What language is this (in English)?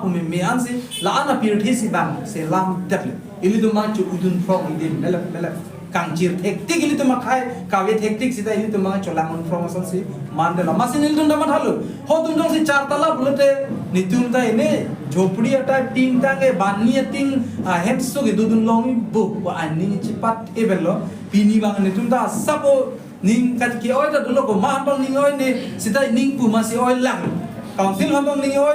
Karbi